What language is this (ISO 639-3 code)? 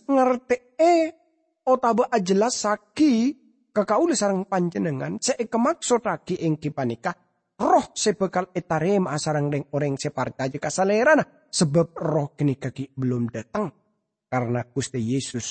mad